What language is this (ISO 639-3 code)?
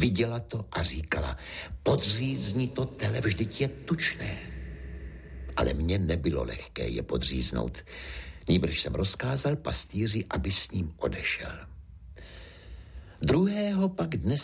ces